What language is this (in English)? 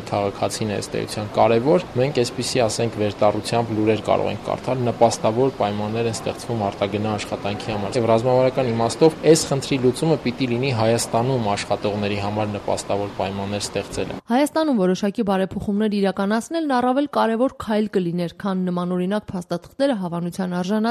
Armenian